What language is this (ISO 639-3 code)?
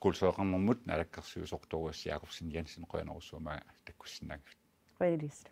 kal